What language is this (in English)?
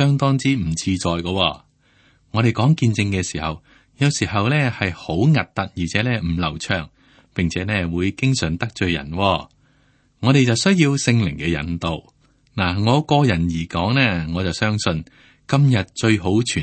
Cantonese